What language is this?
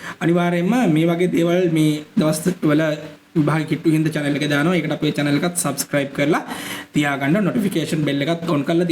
Sinhala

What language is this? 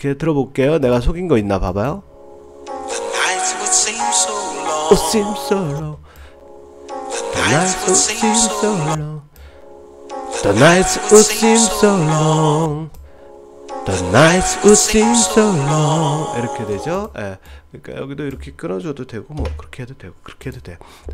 Korean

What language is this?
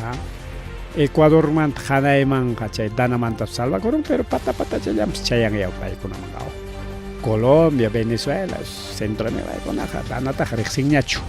Ayacucho Quechua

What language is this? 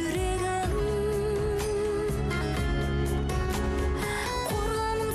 Kazakh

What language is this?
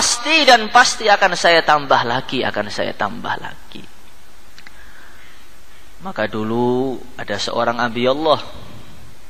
Indonesian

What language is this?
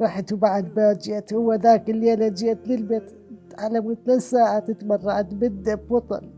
Mesopotamian Arabic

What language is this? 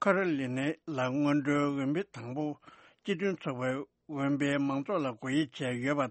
Tibetan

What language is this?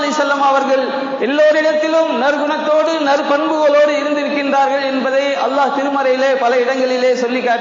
Tamil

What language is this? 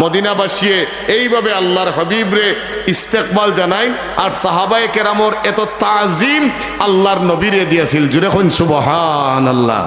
Sylheti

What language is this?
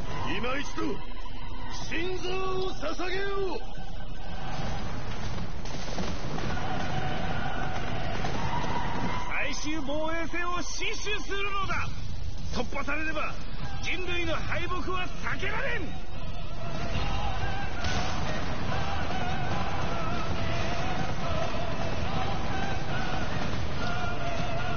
Japanese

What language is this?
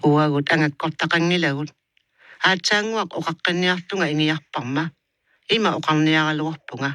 Kalaallisut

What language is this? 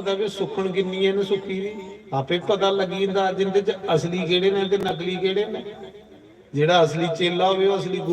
Dogri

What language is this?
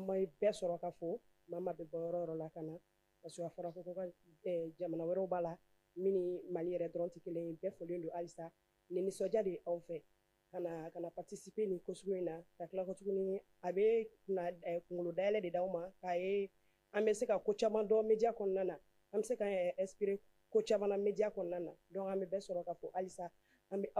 Bambara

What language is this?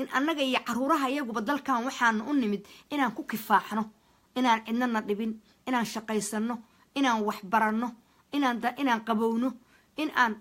Somali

